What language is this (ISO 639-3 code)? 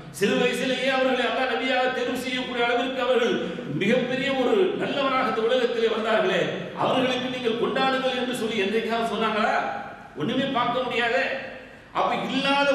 tam